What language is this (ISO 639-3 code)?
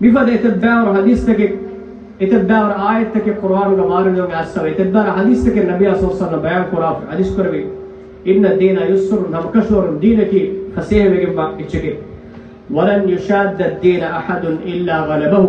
div